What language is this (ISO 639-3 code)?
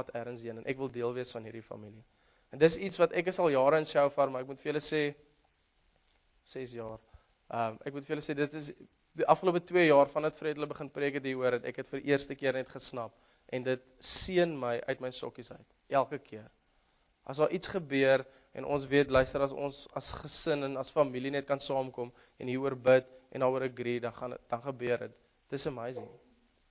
afr